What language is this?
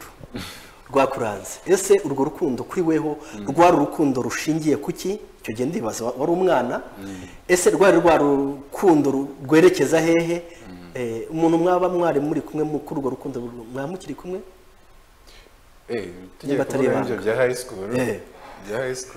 Kinyarwanda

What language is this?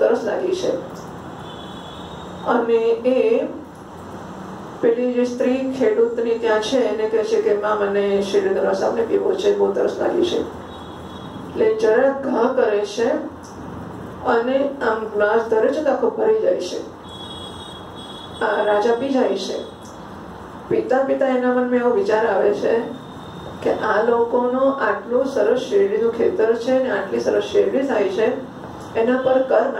Gujarati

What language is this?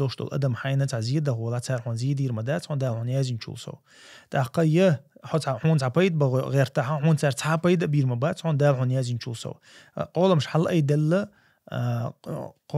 Chechen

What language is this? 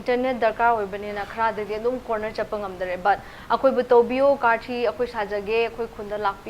Manipuri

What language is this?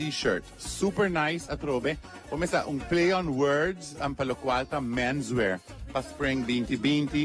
Papiamento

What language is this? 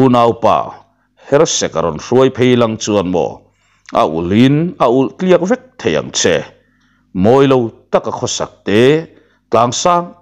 Mizo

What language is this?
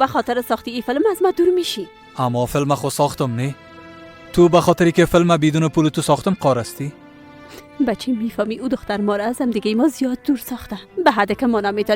Persian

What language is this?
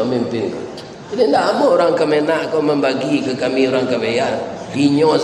Minangkabau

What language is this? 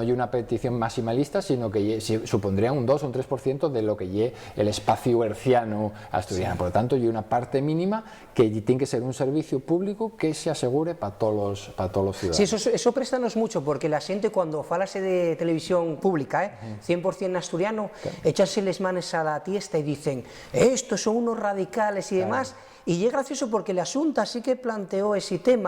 Asturian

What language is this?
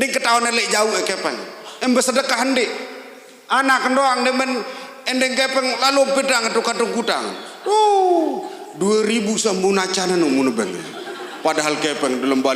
Sasak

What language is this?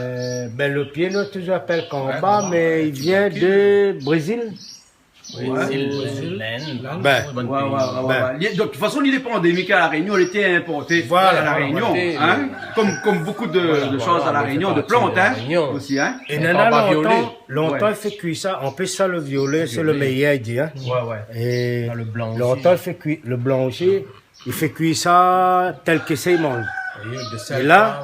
Réunion Creole French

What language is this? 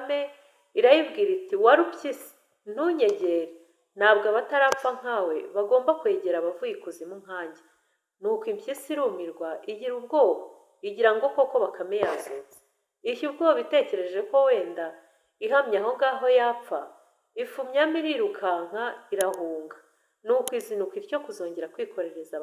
Kinyarwanda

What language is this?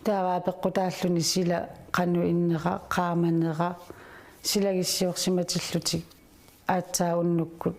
Kalaallisut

